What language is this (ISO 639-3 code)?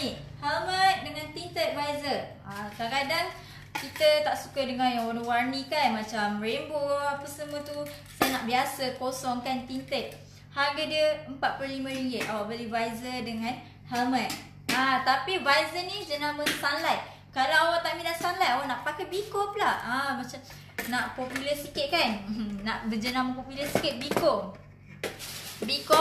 msa